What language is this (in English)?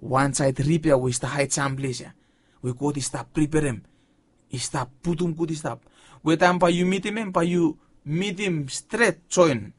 Bislama